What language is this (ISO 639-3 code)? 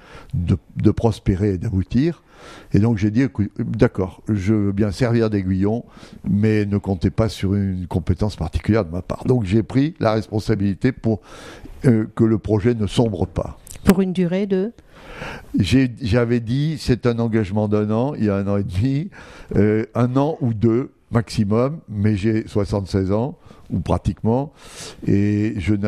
fra